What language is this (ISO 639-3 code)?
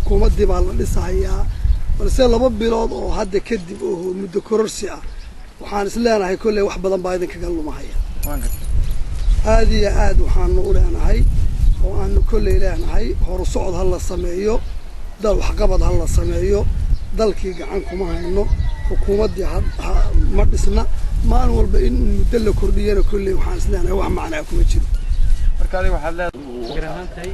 som